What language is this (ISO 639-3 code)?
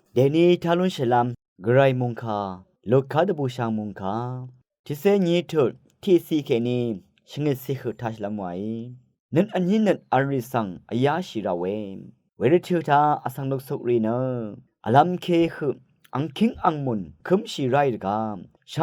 raw